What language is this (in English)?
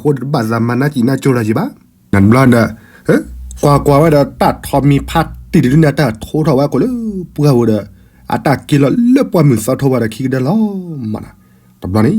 S'gaw Karen